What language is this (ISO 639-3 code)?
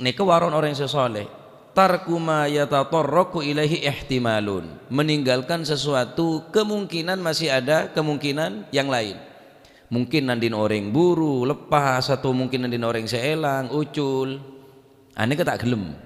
mad